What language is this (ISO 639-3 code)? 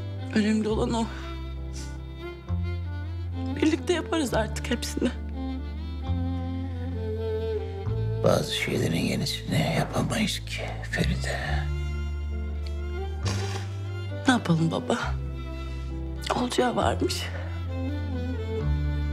tur